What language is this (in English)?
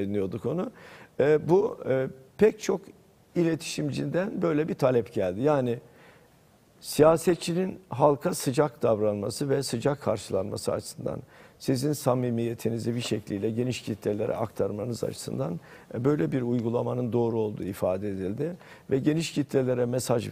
Turkish